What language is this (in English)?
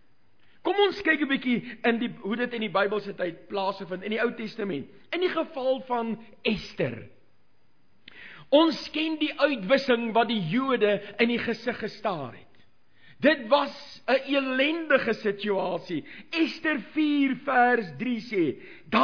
Afrikaans